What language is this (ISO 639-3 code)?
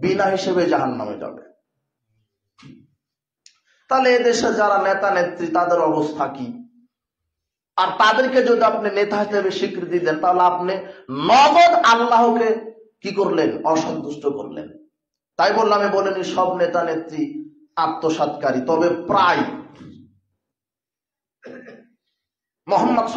ben